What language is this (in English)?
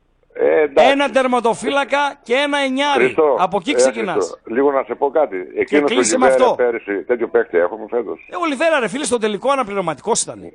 Greek